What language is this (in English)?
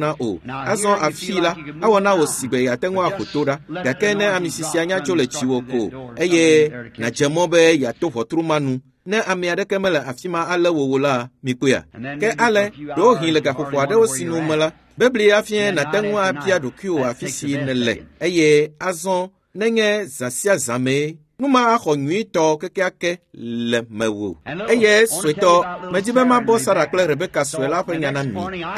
Ewe